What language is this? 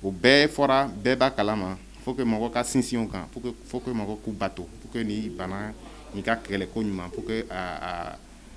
Bambara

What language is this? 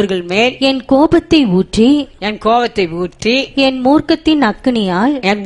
Tamil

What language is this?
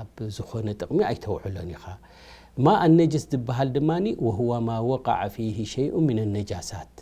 Tigrinya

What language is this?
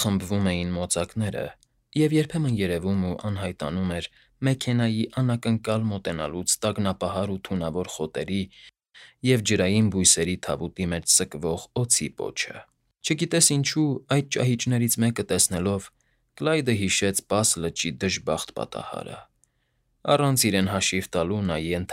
Armenian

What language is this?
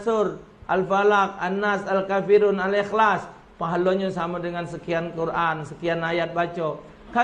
Musi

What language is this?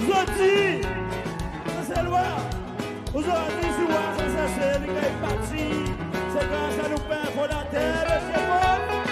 Seselwa Creole French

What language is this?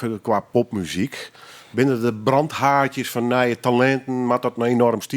Western Frisian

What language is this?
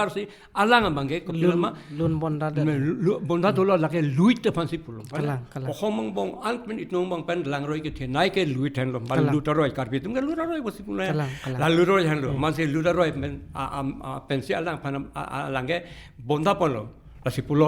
Karbi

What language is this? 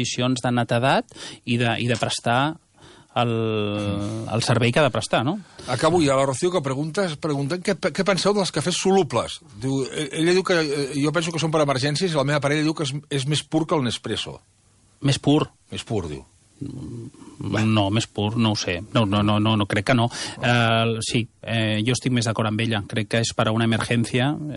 Catalan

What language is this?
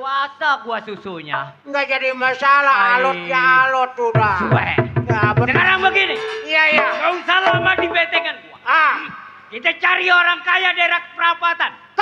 Betawi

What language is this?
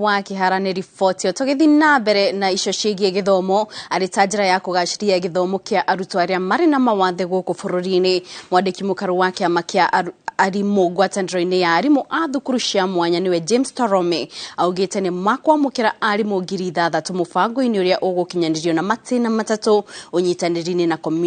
Kikuyu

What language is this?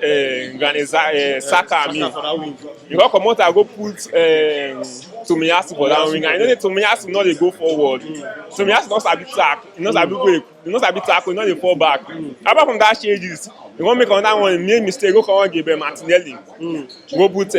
Nigerian Pidgin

